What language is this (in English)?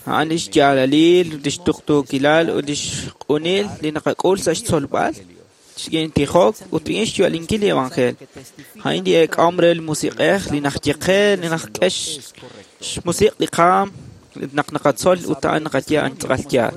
Kekchí